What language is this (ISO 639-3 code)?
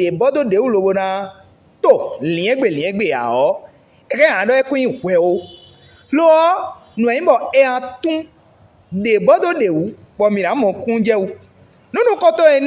fon